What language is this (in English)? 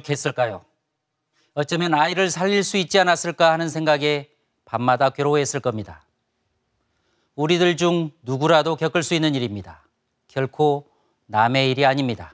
Korean